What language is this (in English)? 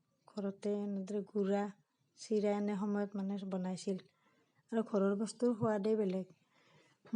Assamese